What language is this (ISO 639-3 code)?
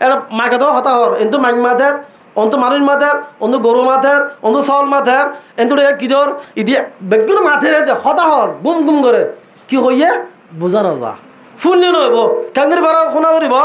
rhg